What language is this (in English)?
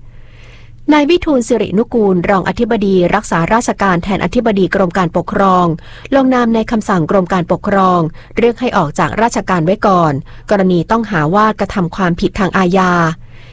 Thai